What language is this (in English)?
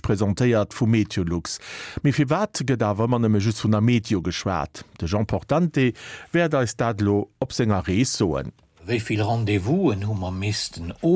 Luxembourgish